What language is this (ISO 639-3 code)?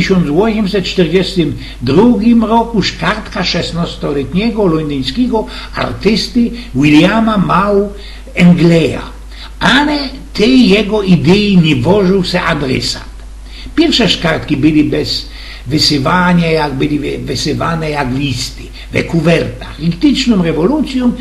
szl